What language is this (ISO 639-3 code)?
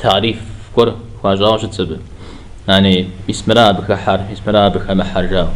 kbd